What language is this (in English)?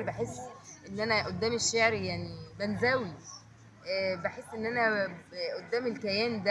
Egyptian Arabic